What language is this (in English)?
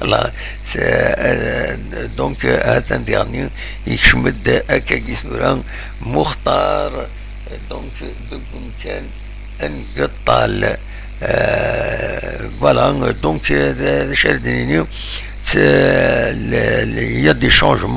Kabyle